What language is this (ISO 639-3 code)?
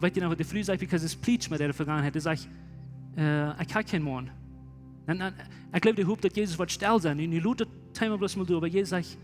pdt